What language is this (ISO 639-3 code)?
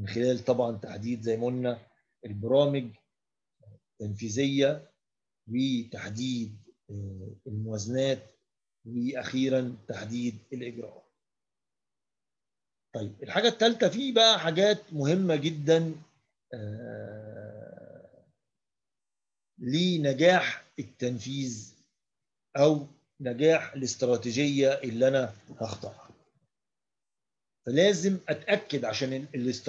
arz